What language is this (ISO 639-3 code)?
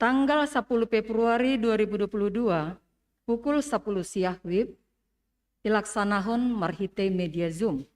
bts